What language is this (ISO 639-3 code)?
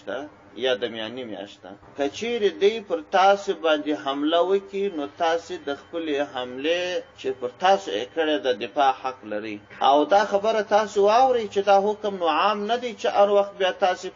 pus